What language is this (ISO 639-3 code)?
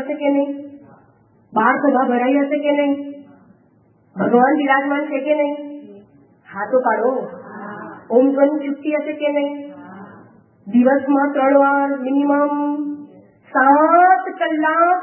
guj